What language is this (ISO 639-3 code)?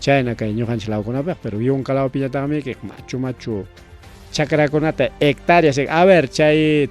quy